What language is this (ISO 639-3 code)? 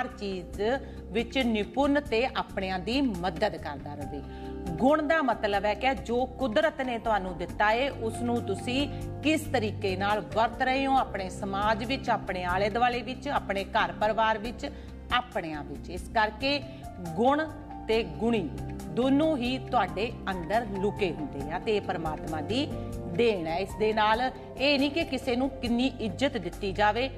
pan